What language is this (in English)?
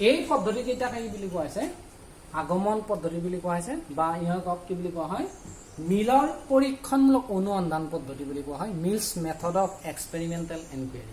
Assamese